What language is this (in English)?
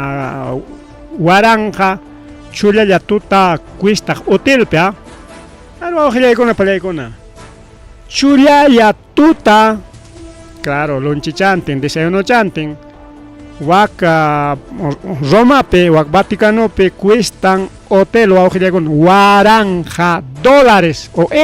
Ayacucho Quechua